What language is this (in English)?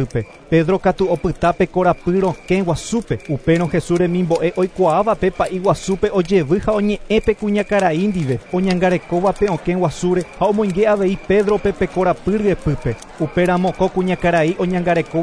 Guarani